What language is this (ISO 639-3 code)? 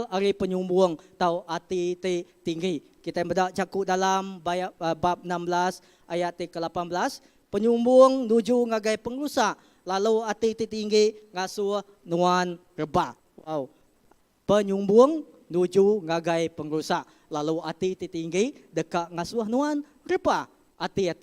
iba